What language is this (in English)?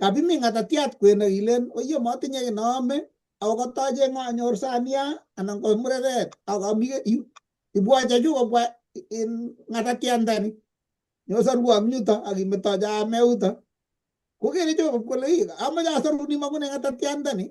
Kalenjin